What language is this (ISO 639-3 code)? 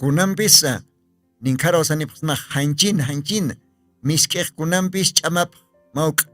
aym